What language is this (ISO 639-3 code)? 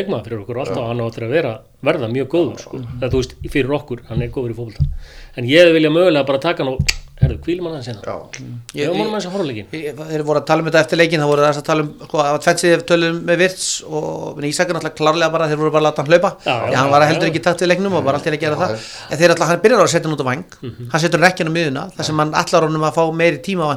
isl